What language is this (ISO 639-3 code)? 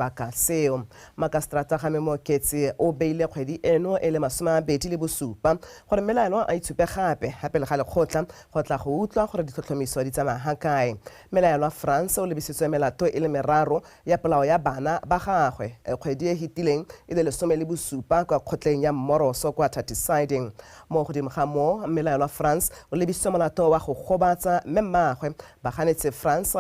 tsn